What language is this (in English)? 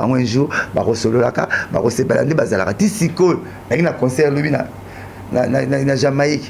Lingala